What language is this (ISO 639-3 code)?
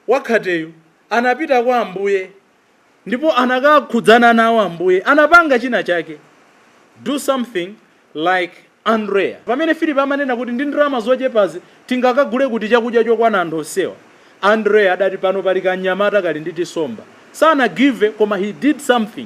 nya